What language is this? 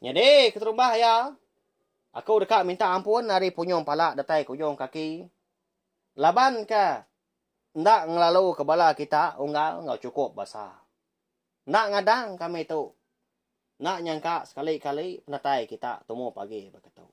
Iban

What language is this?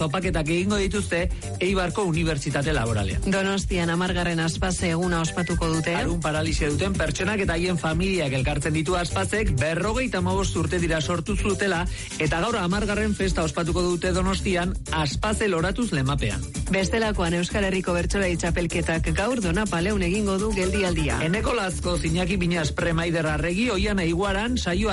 Basque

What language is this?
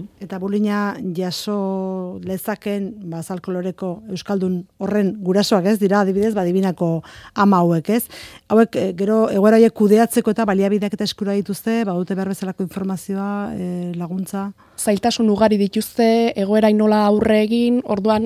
Basque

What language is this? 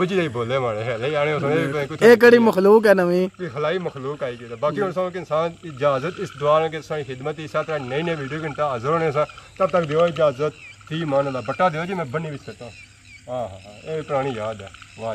Pahari-Potwari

